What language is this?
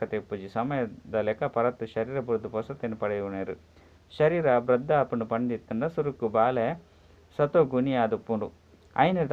Tulu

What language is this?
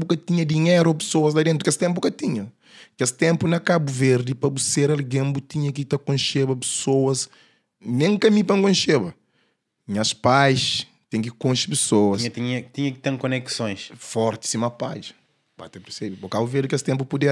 Kabuverdianu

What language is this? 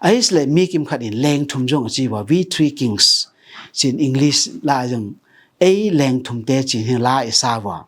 Tedim Chin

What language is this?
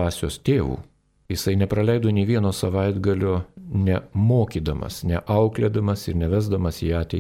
Lithuanian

